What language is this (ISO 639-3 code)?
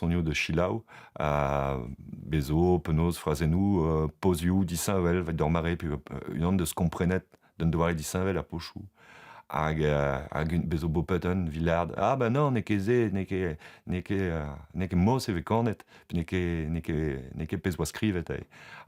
bre